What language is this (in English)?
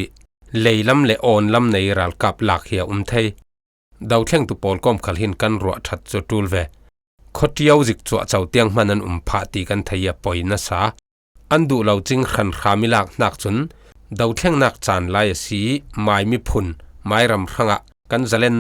Falam Chin